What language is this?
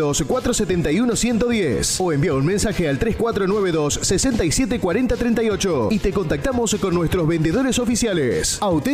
Spanish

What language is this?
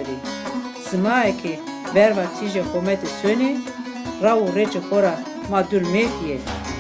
Zaza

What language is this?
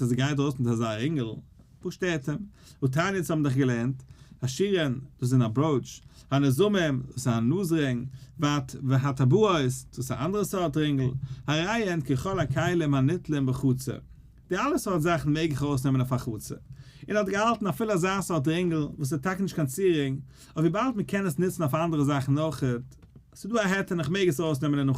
Yiddish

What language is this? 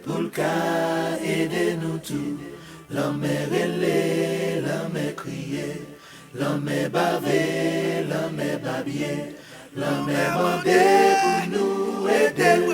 Haitian Creole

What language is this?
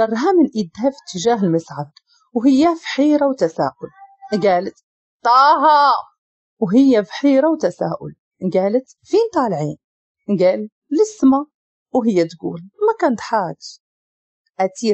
Moroccan Arabic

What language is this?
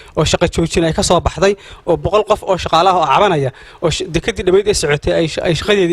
Somali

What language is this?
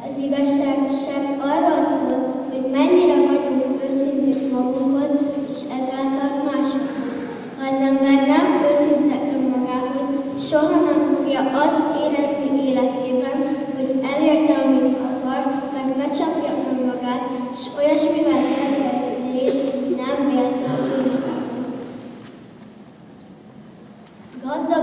Hungarian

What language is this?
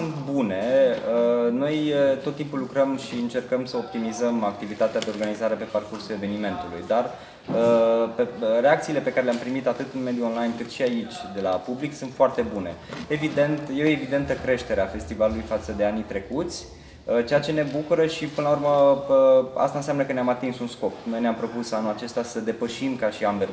Romanian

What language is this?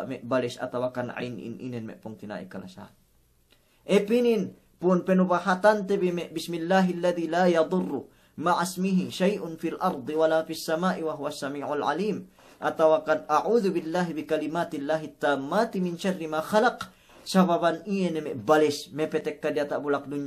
Yakan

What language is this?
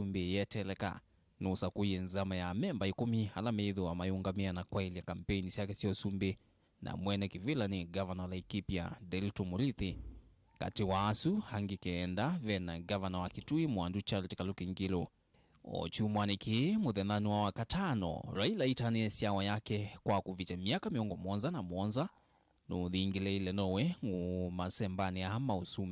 Kamba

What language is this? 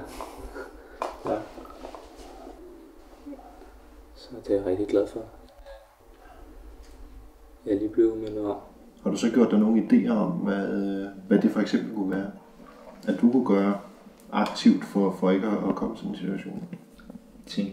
Danish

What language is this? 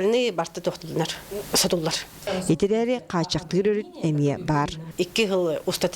Yakut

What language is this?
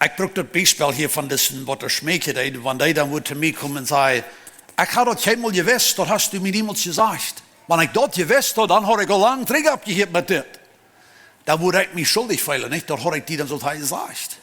Plautdietsch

